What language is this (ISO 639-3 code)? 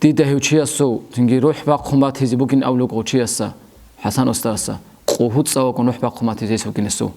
ava